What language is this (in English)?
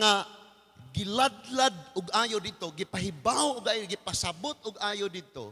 Cebuano